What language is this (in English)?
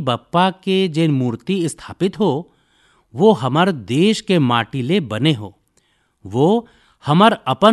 Chhattisgarhi